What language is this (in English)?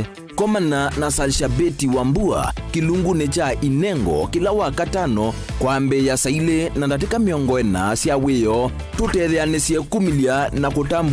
Kamba